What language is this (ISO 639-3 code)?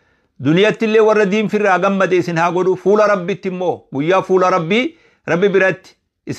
orm